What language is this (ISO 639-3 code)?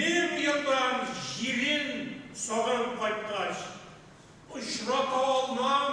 tat